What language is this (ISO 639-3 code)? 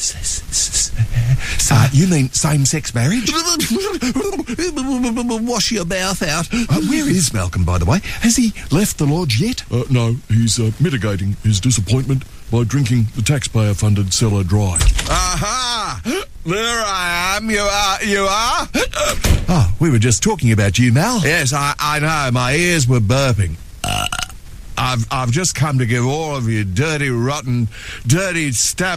eng